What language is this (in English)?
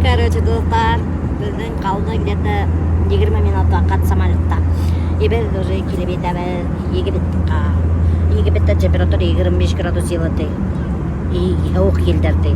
Bashkir